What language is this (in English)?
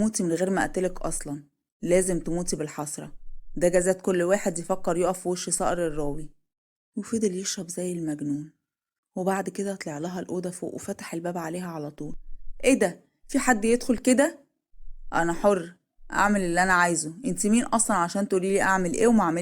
Egyptian Arabic